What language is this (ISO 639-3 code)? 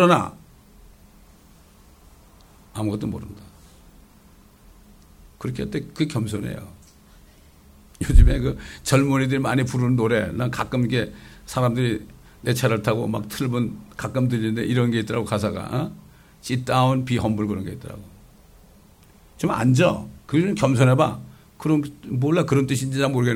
kor